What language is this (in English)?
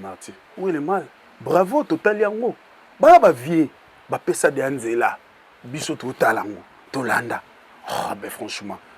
Lingala